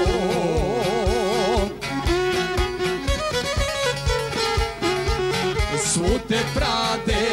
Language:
Croatian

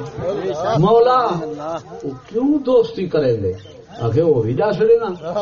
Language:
Saraiki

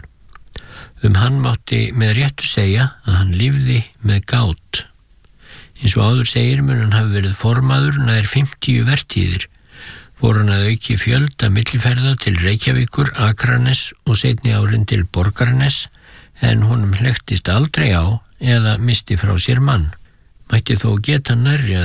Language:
Icelandic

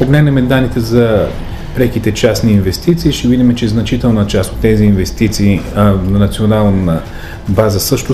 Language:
Bulgarian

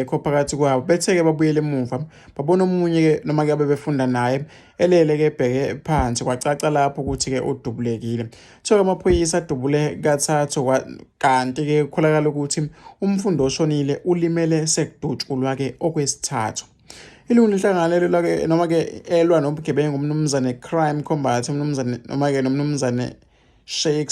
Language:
Zulu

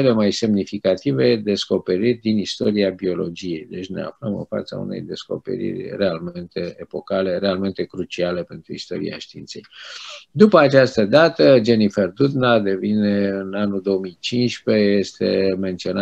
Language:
Romanian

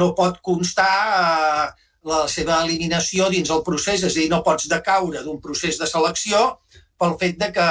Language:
Catalan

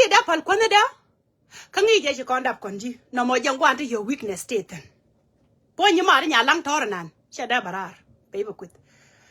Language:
Nuer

